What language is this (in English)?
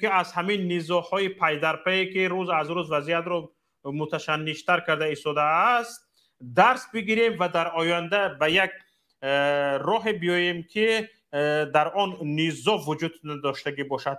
Tajik